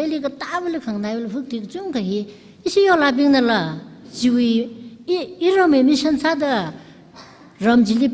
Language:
Tangkhul Naga (India)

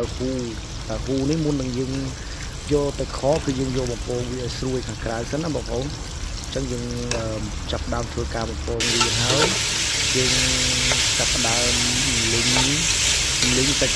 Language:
Khmer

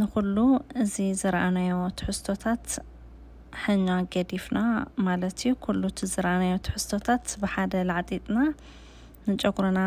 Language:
Tigrinya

